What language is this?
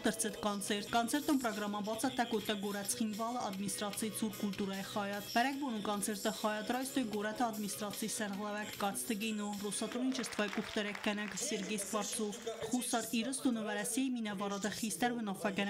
Ossetic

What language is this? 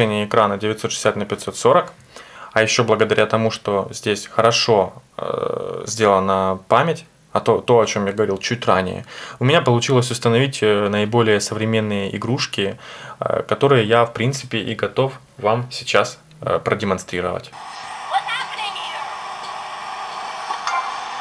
Russian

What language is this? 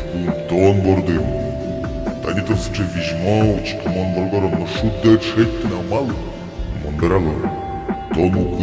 Udmurt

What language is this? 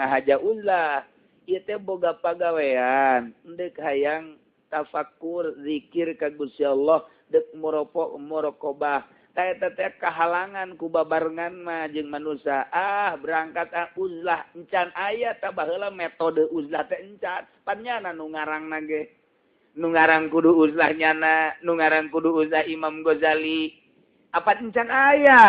Sundanese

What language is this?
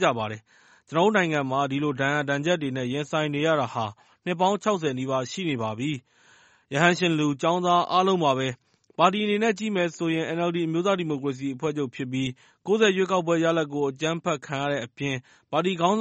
Burmese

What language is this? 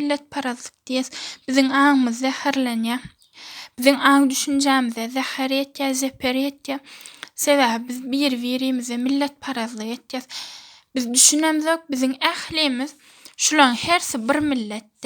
Turkmen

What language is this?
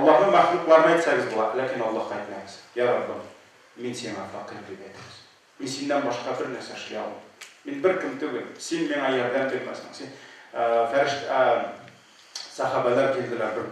Tatar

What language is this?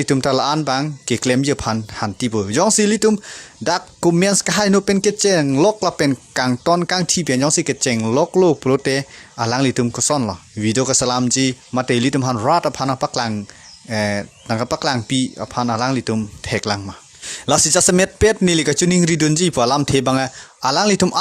Karbi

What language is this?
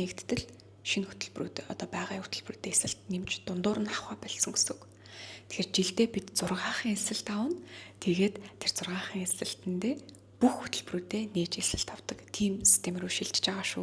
Mongolian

